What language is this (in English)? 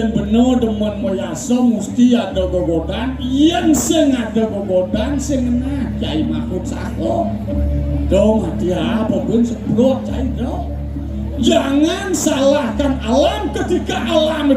Balinese